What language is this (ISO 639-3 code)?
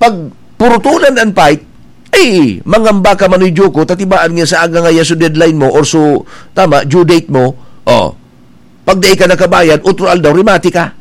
bik